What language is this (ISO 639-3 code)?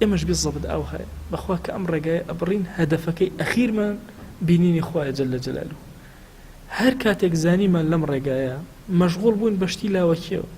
ckb